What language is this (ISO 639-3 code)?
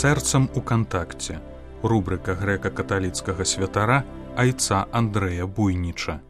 bel